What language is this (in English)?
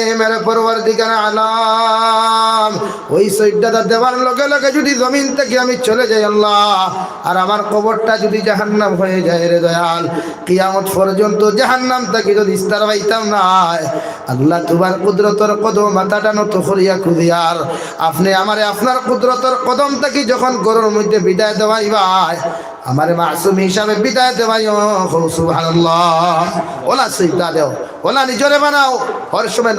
Sylheti